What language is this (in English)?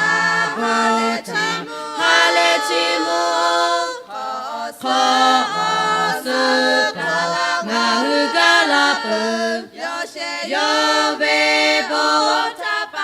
Lahu